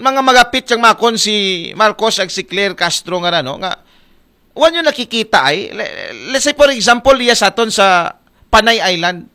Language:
Aklanon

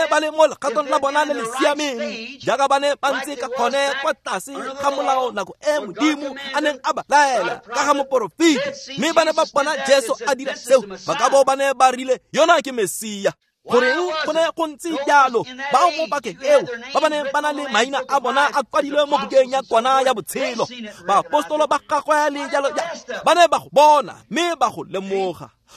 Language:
Tswana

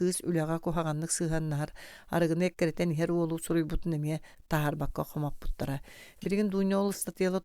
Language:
Yakut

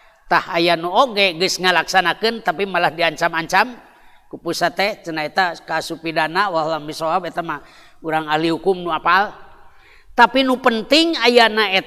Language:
Sundanese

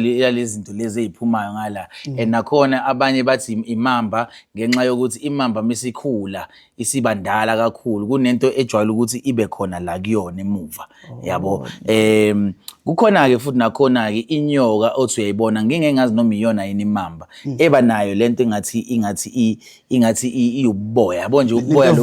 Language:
Zulu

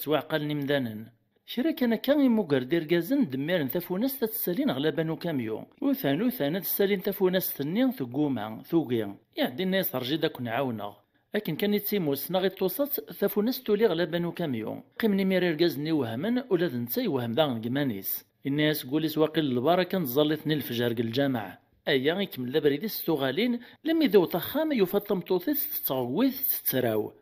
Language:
Kabyle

